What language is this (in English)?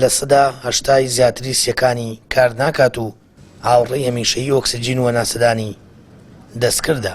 Central Kurdish